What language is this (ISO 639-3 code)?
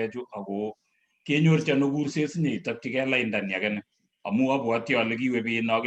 kln